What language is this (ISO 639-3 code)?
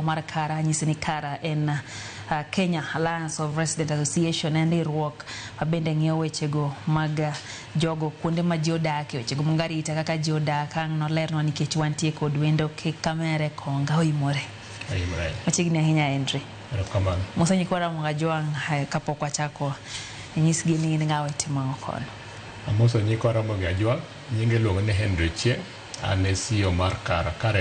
luo